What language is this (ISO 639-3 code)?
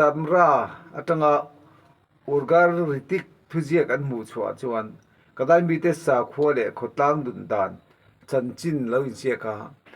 lus